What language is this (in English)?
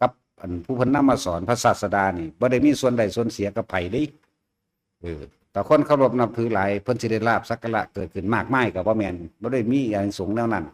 Northeastern Thai